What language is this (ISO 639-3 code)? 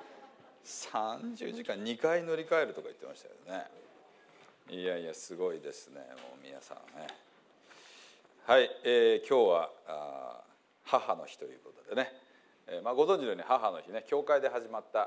jpn